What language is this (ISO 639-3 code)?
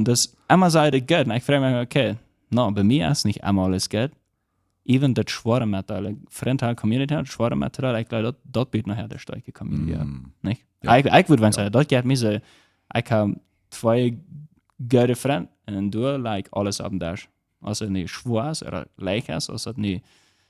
pdt